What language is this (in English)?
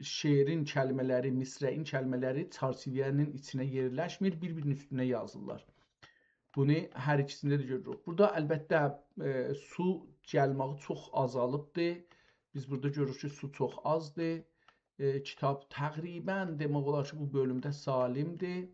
South Azerbaijani